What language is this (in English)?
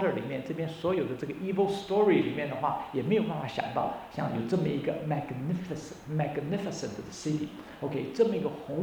Chinese